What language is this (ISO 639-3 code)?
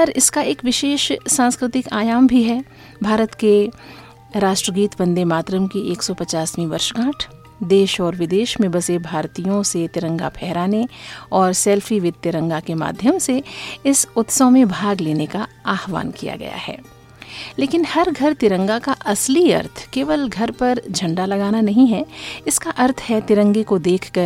hin